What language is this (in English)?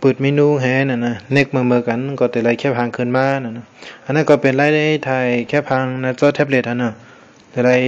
Shan